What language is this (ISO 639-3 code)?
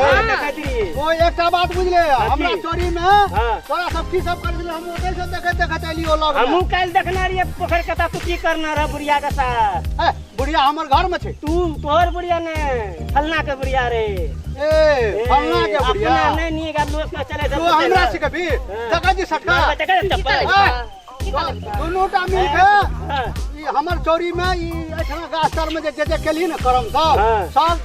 mai